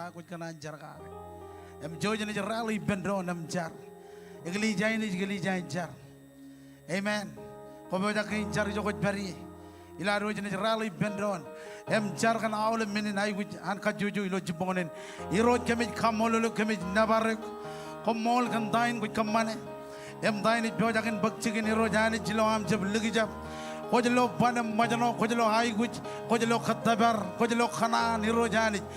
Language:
Marshallese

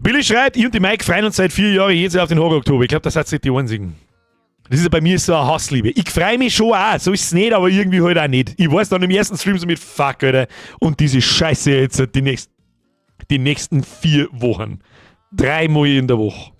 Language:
Bavarian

